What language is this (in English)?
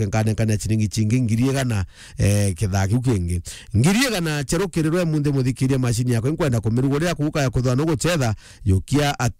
Meru